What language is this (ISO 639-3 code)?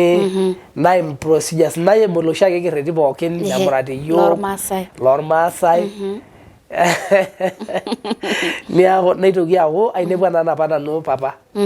mas